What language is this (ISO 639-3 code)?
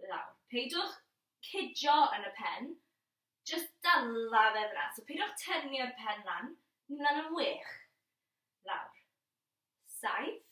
cym